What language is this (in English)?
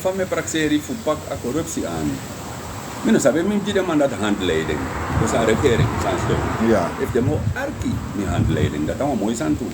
Sranan Tongo